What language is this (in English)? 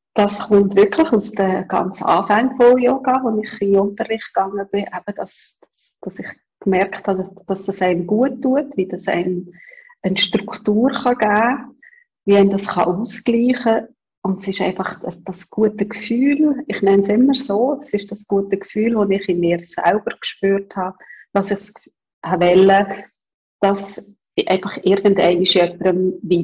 German